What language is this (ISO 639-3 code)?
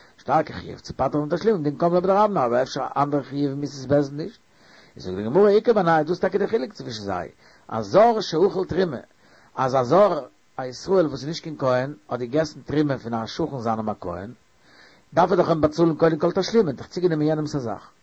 yid